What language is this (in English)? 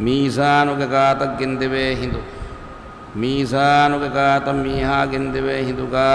Divehi